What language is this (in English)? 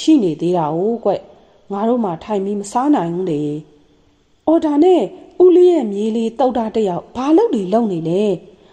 Burmese